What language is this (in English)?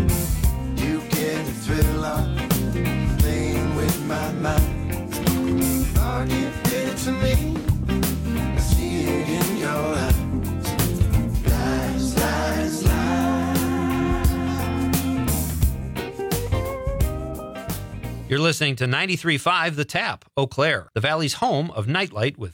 English